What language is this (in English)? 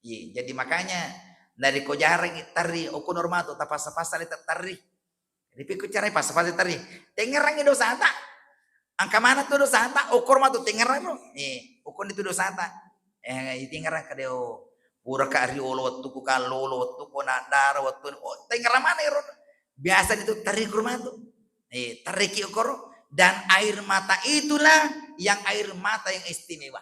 Buginese